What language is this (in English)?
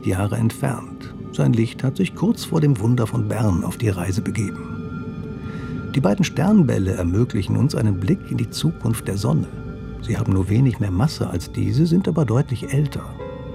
German